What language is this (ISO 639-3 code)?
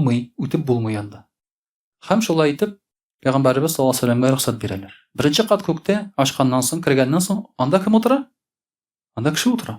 tat